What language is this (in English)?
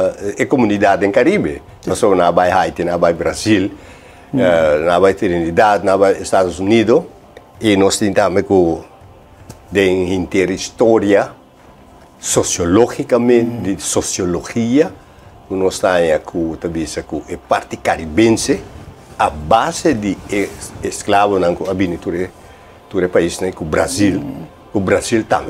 Papiamento